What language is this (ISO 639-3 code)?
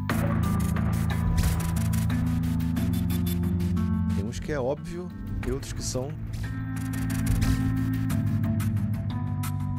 por